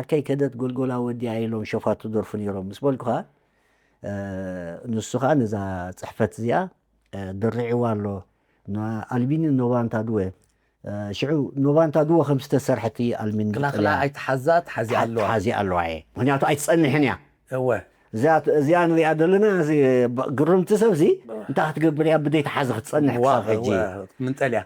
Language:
Tigrinya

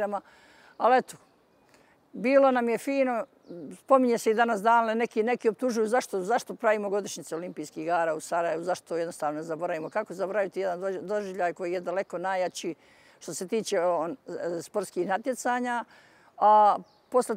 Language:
Bosnian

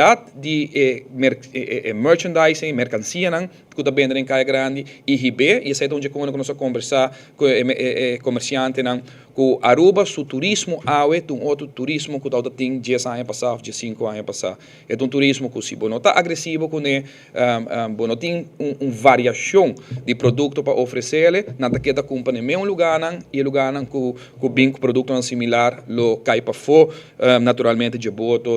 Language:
Papiamento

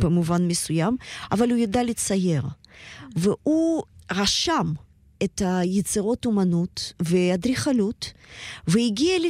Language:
Hebrew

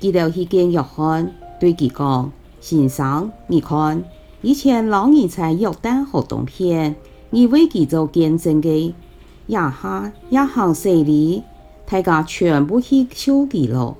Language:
Hakka Chinese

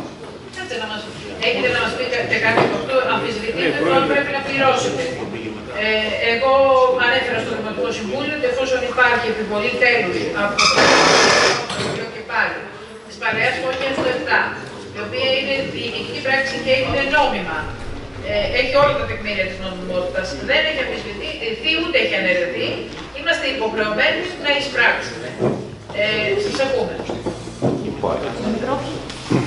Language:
Greek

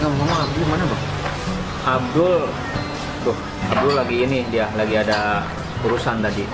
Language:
Betawi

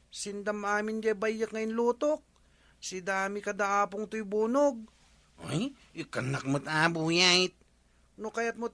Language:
Iloko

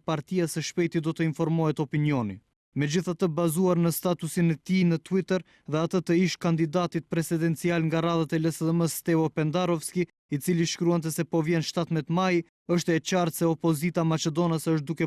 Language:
Albanian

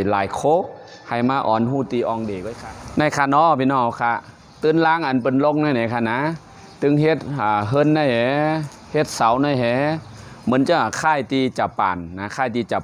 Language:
Shan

